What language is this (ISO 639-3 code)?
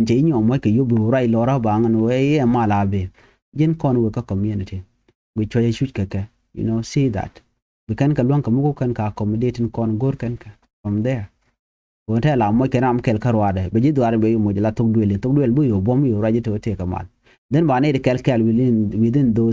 nus